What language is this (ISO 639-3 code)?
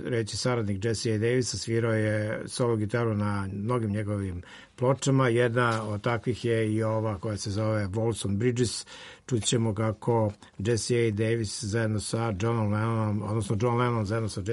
srp